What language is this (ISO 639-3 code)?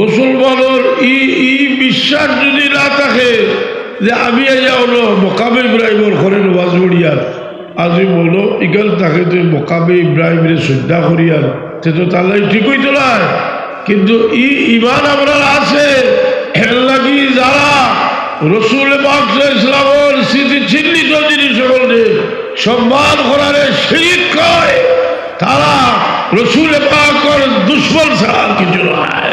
syl